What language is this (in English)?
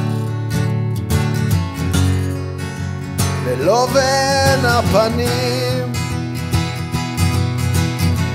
Hebrew